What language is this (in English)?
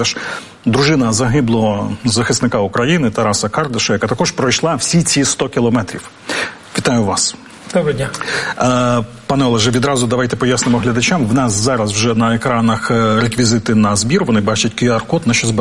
Ukrainian